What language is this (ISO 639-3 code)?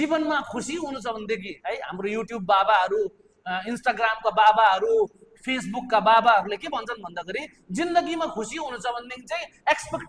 nep